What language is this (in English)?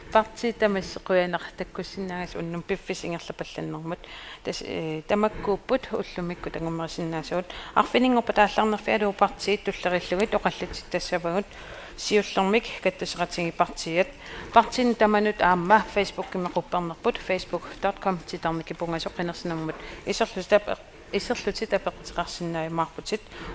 Kalaallisut